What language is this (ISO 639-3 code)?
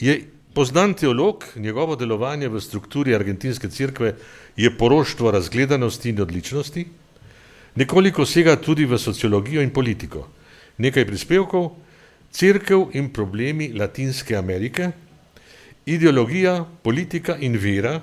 slv